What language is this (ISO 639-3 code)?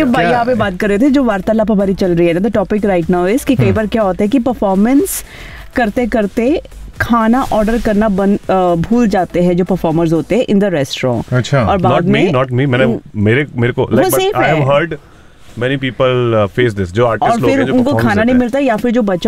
hin